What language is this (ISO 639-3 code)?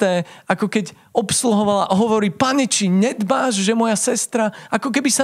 slk